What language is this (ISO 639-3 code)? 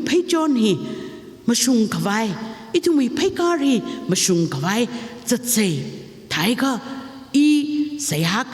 nmf